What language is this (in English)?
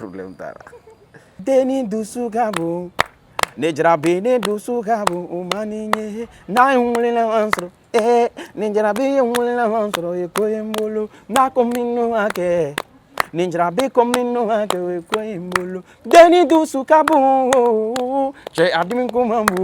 Bambara